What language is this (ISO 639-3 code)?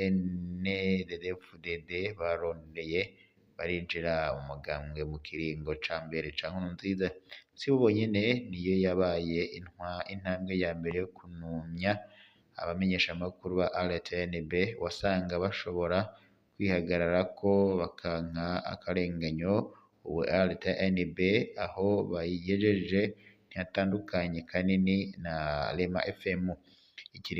run